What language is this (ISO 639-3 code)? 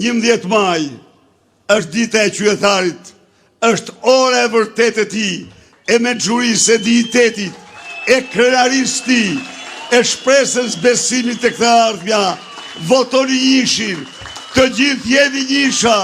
sqi